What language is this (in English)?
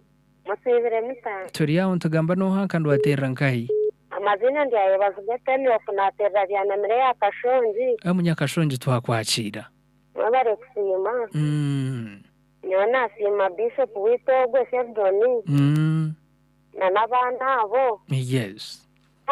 Nyankole